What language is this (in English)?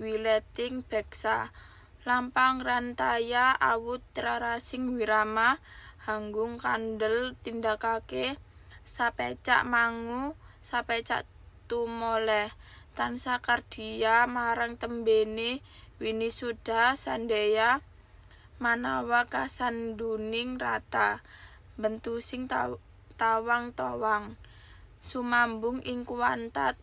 Javanese